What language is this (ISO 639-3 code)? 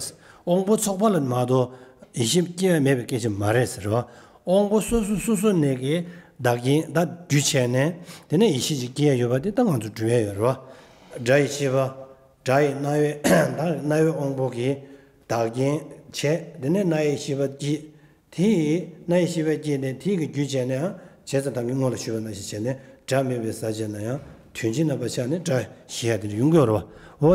bod